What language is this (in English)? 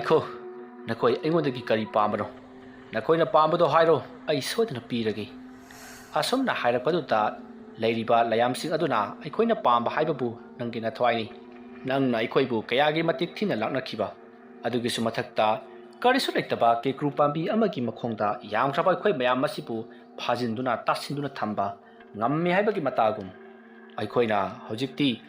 Manipuri